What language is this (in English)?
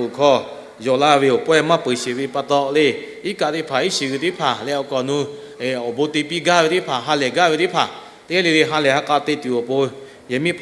Lahu